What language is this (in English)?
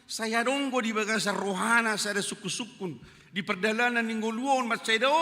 Batak Toba